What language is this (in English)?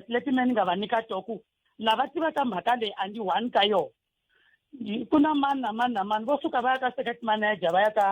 Tsonga